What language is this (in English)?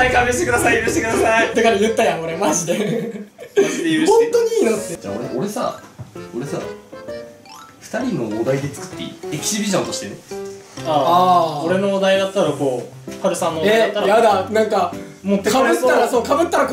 Japanese